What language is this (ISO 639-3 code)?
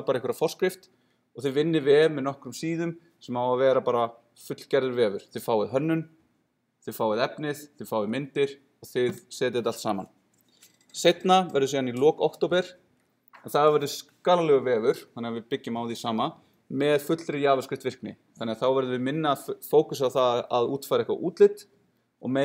isl